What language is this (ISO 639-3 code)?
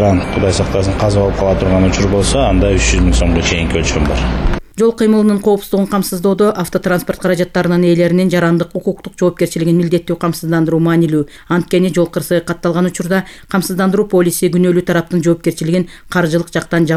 kir